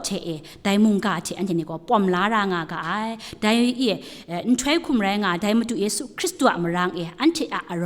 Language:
Kachin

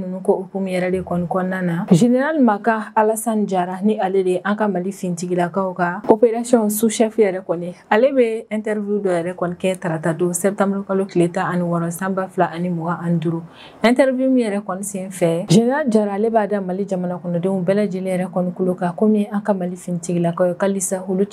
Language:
Bambara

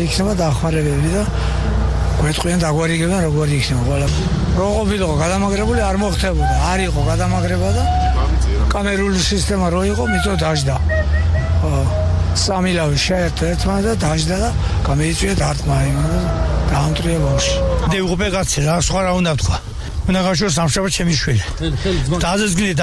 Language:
Georgian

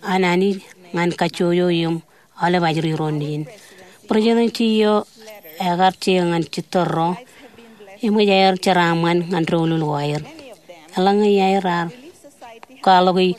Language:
Marshallese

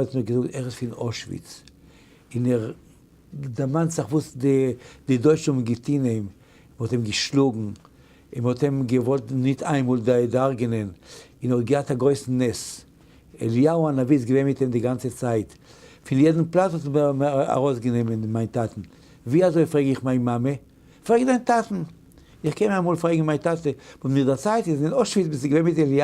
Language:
Yiddish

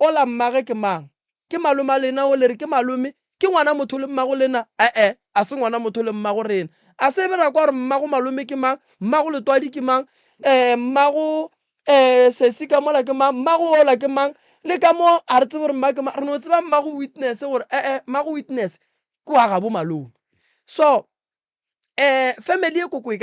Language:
Northern Sotho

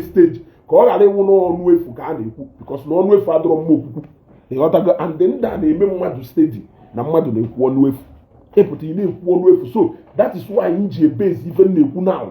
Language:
Igbo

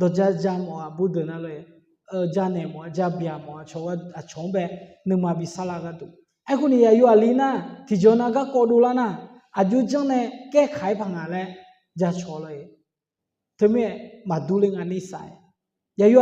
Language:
Akha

